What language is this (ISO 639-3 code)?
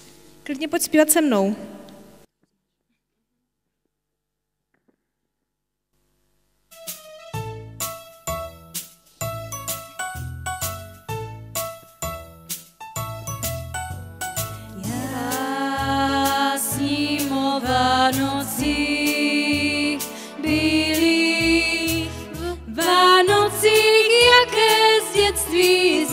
ces